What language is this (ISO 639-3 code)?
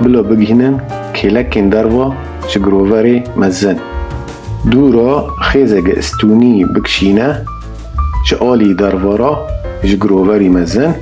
kur